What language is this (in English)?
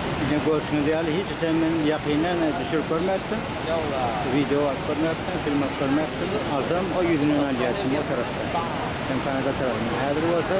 Turkmen